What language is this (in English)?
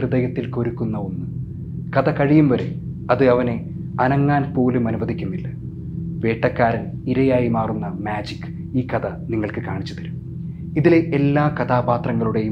Malayalam